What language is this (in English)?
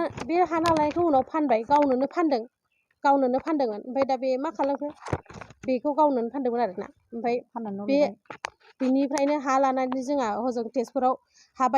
Bodo